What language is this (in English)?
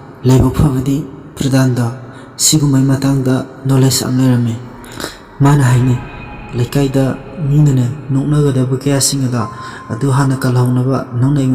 Manipuri